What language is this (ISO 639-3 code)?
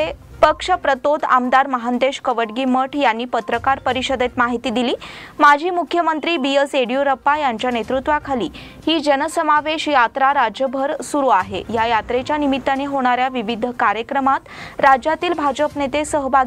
mar